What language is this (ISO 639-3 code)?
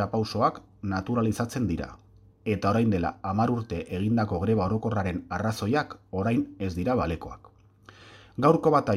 eus